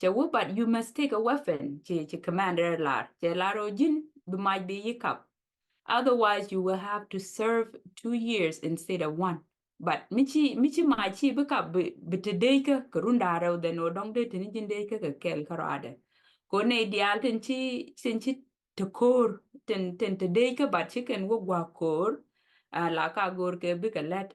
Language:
Nuer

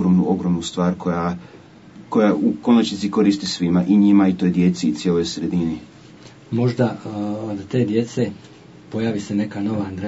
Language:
Serbian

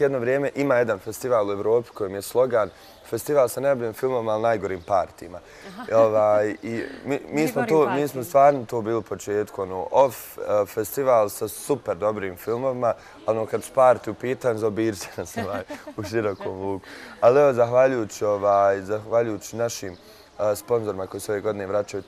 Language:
Bosnian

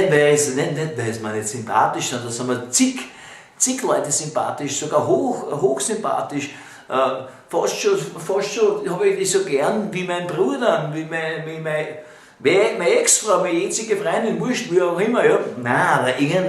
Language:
Bavarian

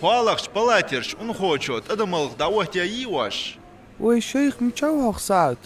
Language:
Ingush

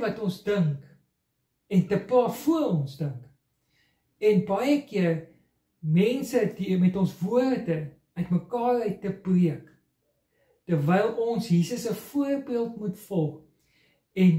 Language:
Afrikaans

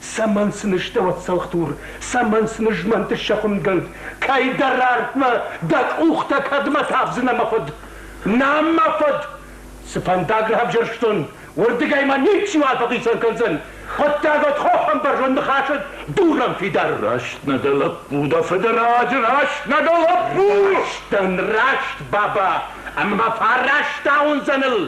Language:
Ossetic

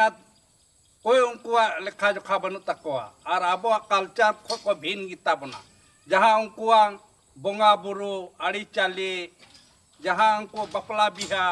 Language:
Santali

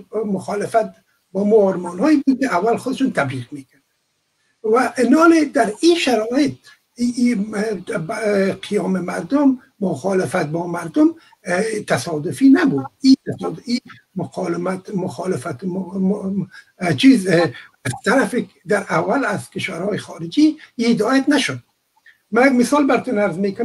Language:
Persian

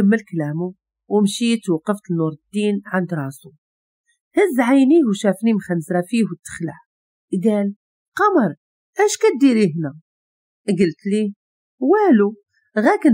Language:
Moroccan Arabic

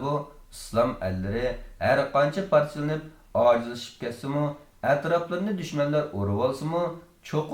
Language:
Uyghur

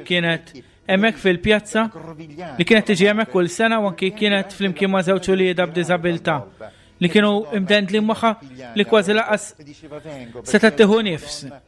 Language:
Maltese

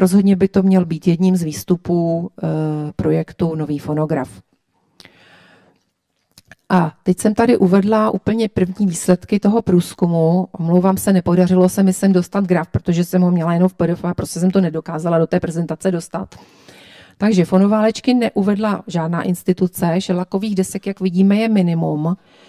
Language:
Czech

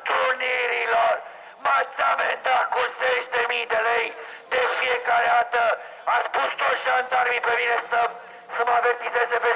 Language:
Romanian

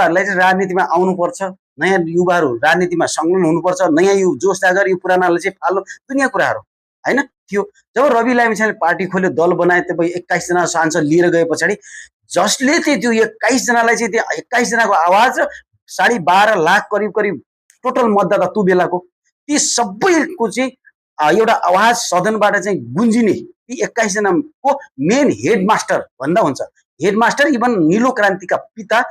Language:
Nepali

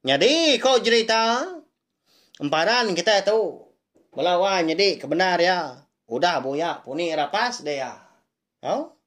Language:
Iban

